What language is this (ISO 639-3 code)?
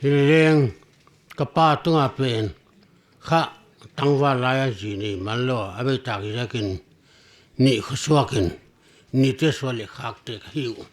pck